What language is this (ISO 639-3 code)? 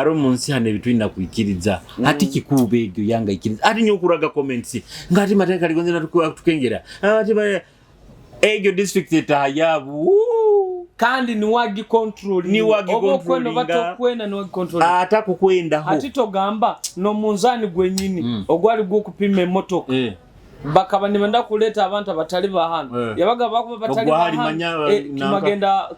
nyo